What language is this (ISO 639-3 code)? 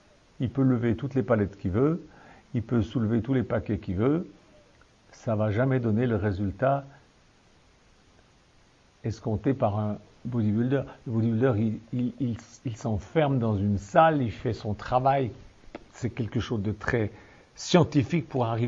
fra